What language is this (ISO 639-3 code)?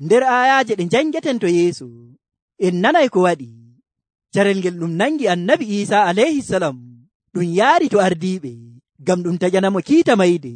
fuv